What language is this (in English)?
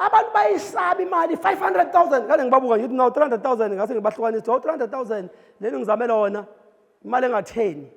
Zulu